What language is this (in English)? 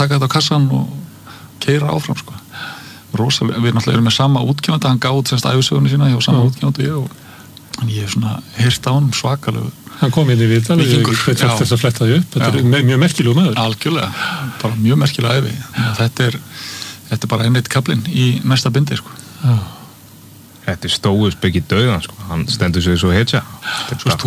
Icelandic